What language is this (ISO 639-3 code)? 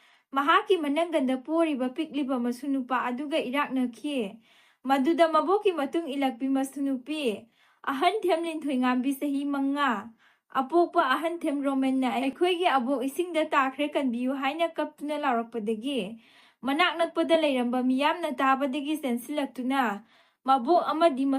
mni